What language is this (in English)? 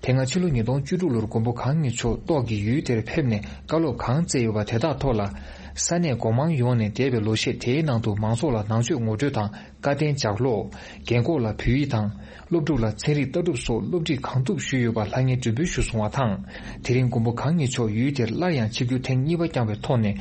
Tibetan